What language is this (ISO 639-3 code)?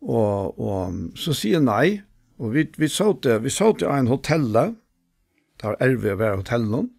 fao